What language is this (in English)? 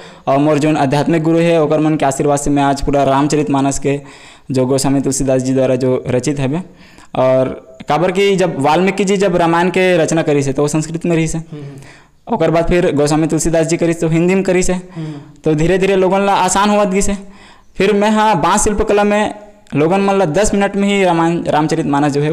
Chhattisgarhi